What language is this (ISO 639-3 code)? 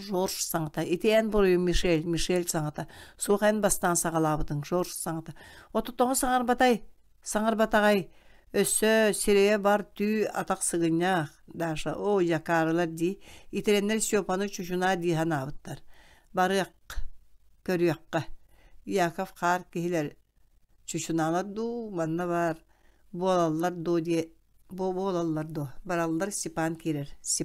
sah